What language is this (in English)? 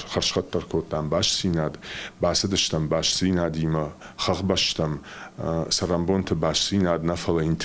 Ossetic